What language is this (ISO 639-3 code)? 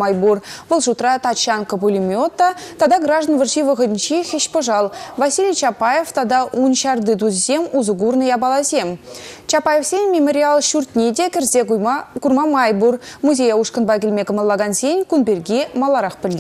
chv